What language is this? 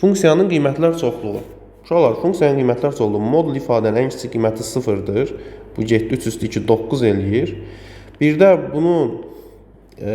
Azerbaijani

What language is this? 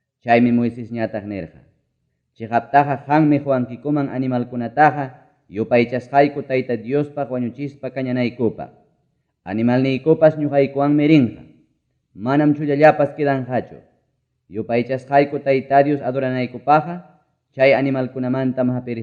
Ayacucho Quechua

